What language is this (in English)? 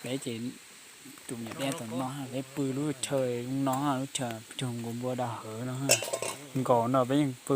Hmong